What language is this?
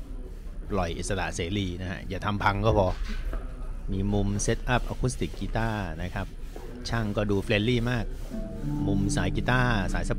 Thai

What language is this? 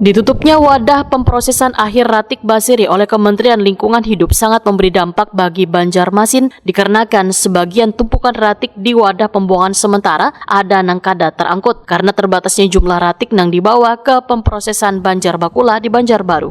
Banjar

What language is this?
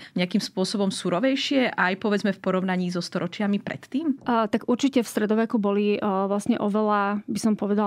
Slovak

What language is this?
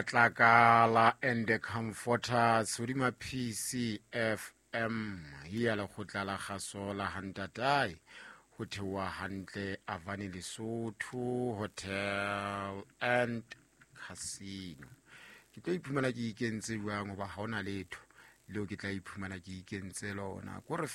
Southern Sotho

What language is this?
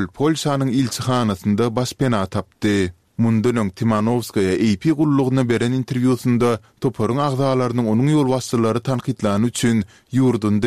Turkmen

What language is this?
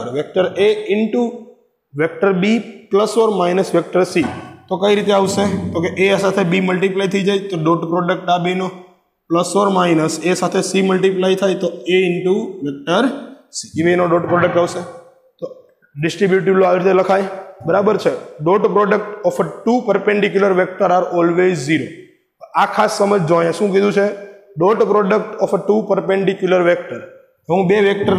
Gujarati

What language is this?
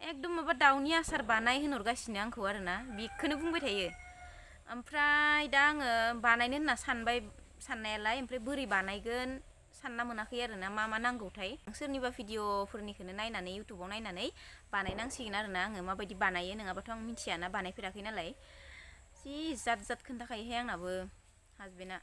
Bodo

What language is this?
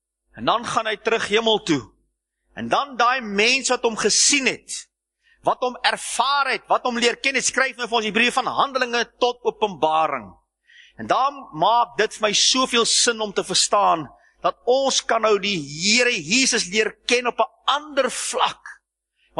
Afrikaans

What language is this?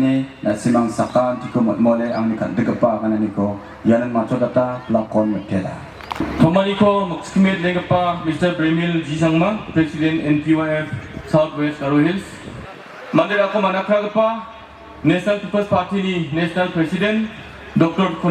Garo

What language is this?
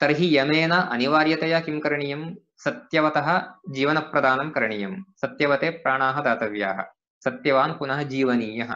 Sanskrit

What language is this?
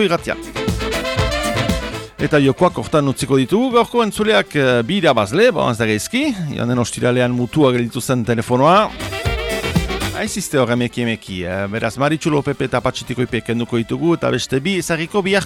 Basque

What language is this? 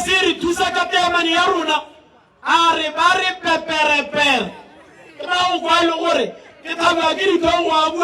Tswana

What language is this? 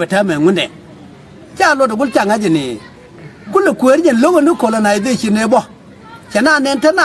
Nuer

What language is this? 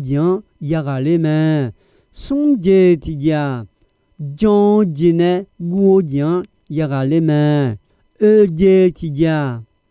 Akha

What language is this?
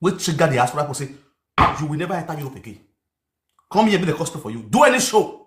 Nigerian Pidgin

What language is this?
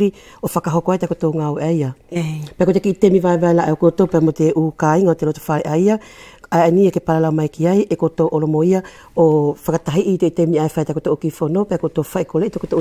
Wallisian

